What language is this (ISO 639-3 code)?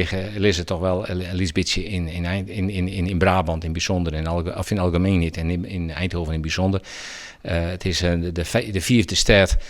fry